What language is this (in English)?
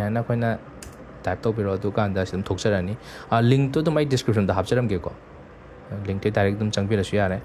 Manipuri